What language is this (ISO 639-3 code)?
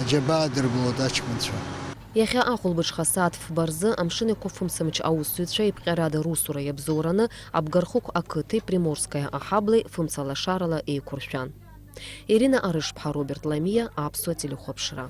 abk